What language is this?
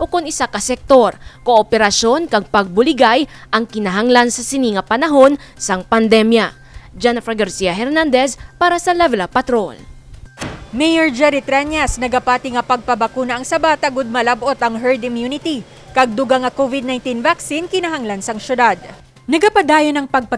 Hiligaynon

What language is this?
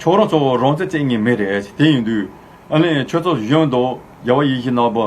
Tibetan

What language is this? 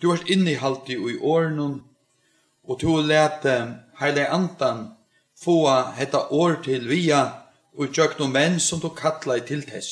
Faroese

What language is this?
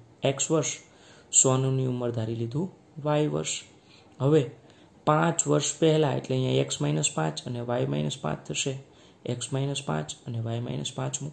Gujarati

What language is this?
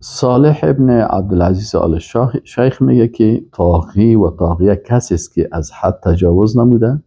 Persian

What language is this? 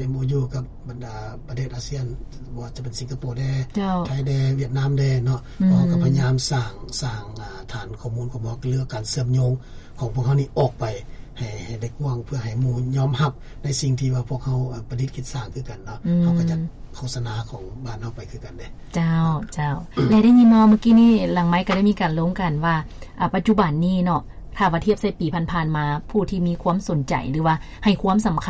Lao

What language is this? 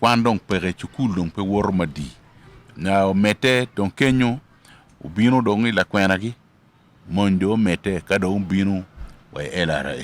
Acoli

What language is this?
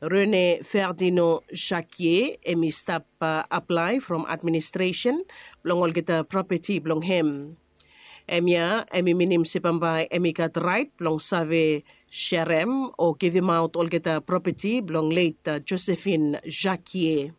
Bislama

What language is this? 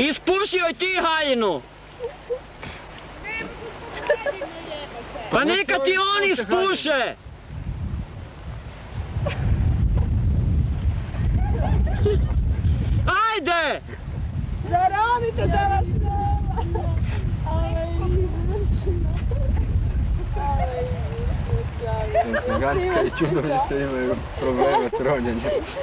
Croatian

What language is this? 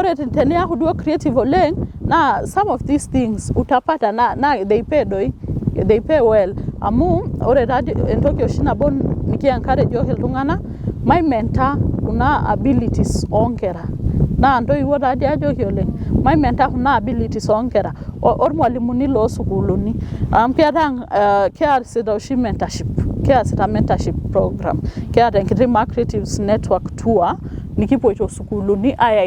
Masai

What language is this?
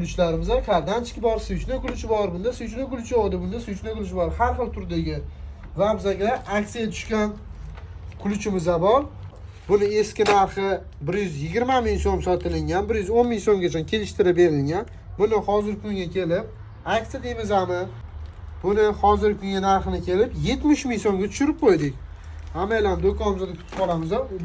Uzbek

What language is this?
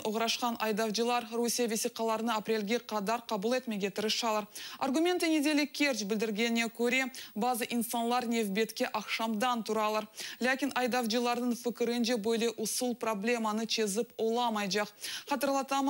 Crimean Tatar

